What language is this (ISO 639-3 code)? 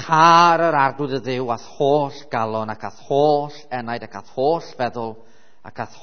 cym